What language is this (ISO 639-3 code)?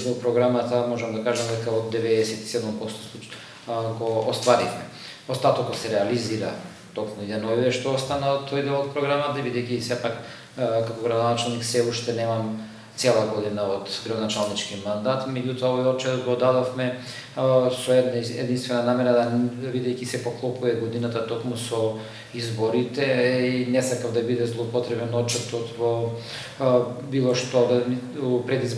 mkd